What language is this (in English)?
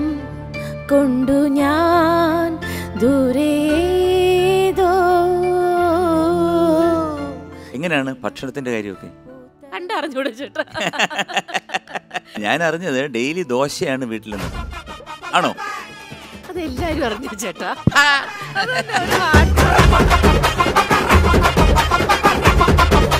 Malayalam